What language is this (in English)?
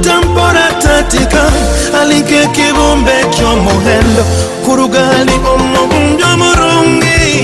Nyoro